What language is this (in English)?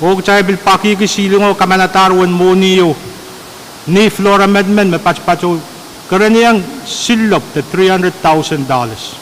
Pohnpeian